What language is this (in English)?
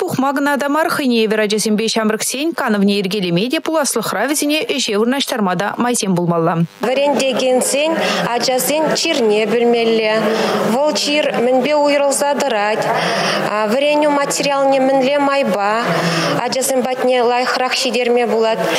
Chuvash